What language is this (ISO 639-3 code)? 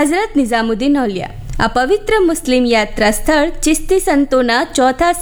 guj